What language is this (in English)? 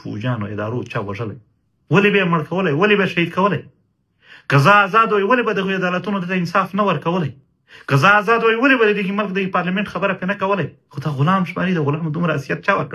Pashto